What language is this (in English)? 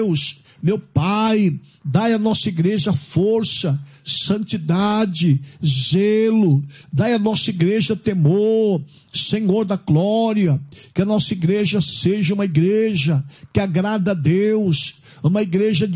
Portuguese